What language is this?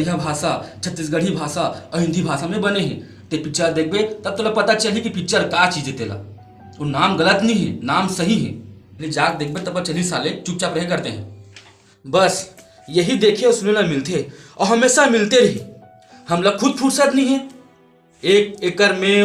Chhattisgarhi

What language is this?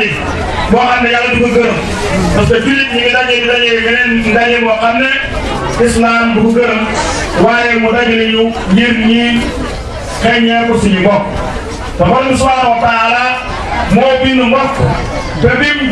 Wolof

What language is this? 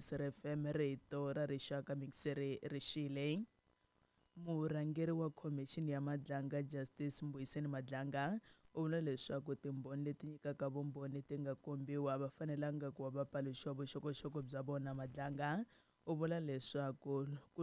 Tsonga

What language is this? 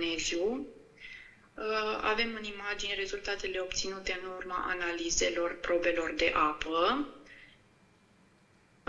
Romanian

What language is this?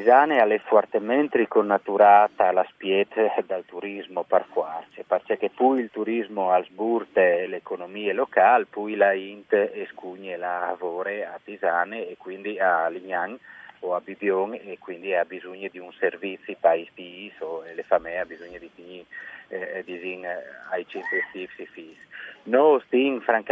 Friulian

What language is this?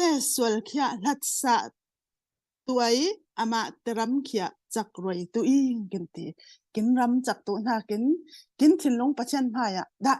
Falam Chin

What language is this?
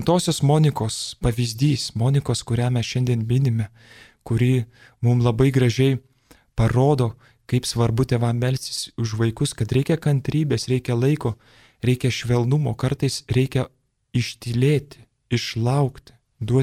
Lithuanian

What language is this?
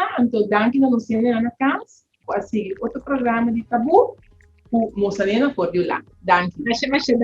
Papiamento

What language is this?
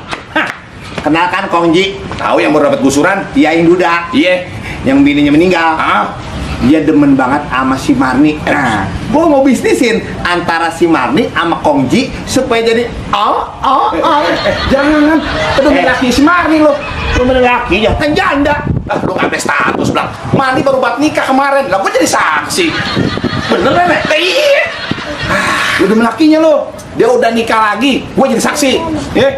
Betawi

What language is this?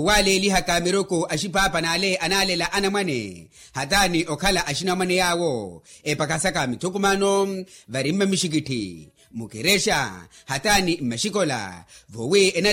Makhuwa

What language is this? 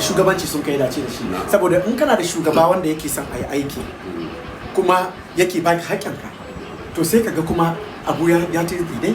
Hausa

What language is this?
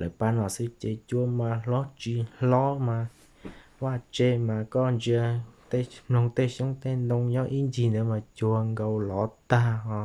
Hmong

